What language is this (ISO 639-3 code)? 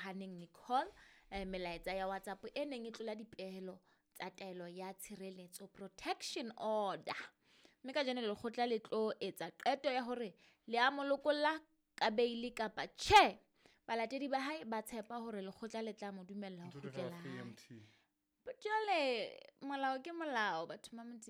sot